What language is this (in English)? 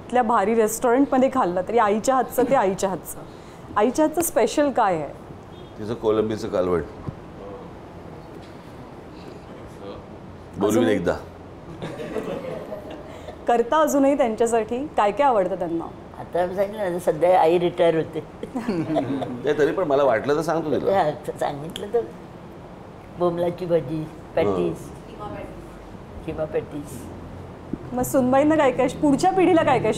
Marathi